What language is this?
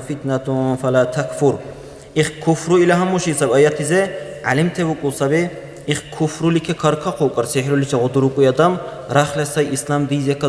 Dargwa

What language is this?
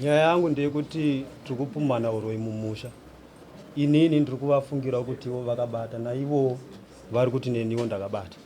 Shona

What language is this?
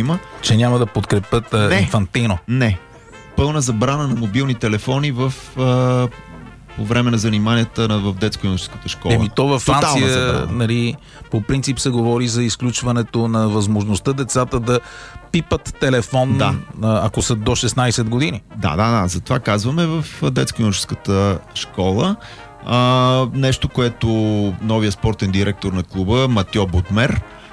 Bulgarian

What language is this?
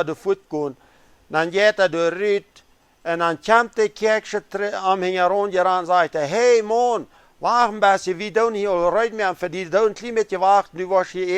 Plautdietsch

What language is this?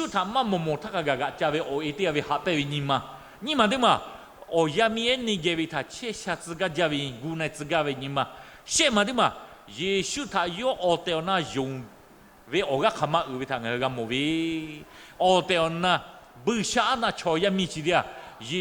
Lahu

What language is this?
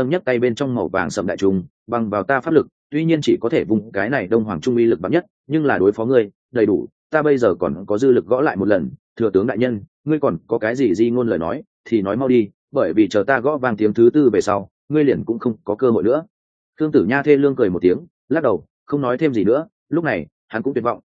Vietnamese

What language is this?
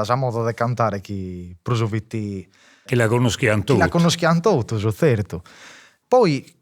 Sardinian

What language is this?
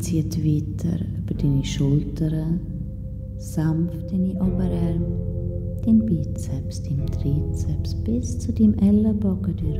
Swiss German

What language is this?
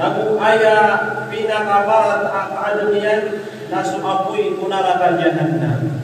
Maranao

